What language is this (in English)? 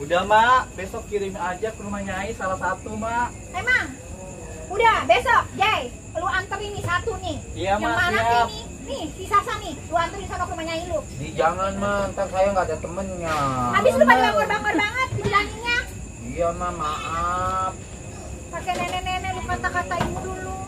Betawi